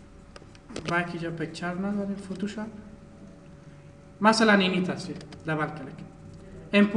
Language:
Persian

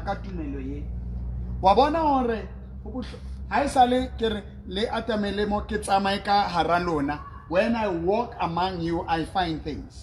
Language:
Southern Sotho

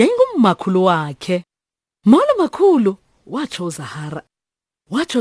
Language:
Xhosa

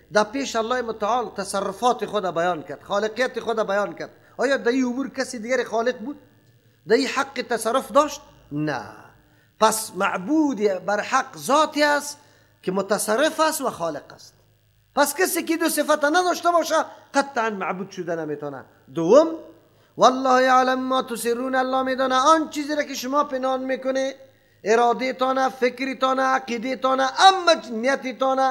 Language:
Persian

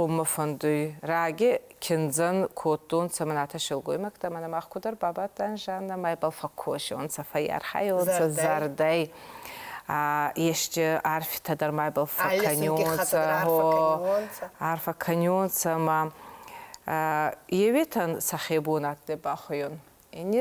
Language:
Ossetic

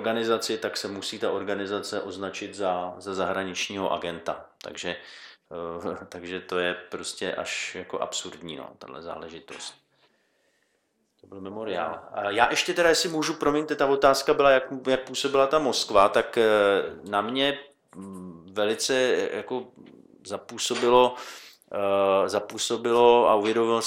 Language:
Czech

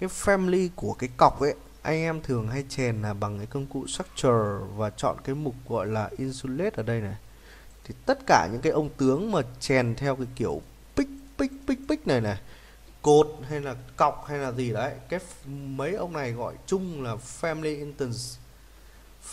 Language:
Vietnamese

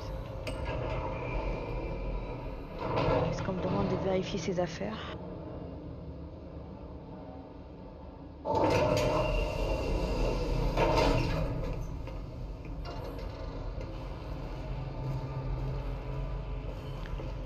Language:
French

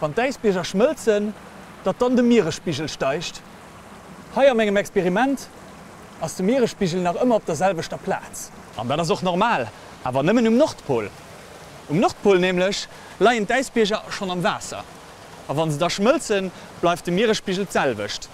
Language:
Luxembourgish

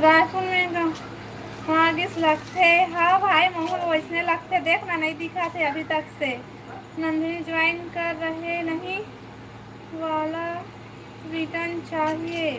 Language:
Chhattisgarhi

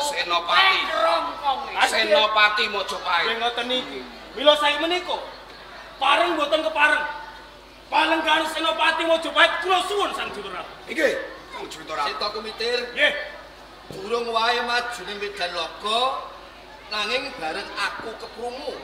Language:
Javanese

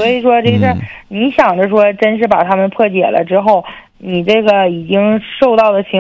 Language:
Chinese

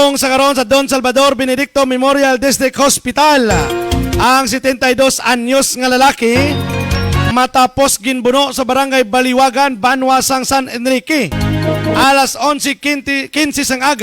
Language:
Hiligaynon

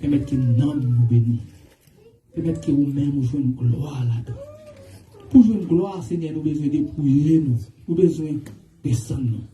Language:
Haitian Creole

